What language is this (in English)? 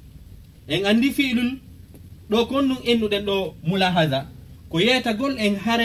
Fula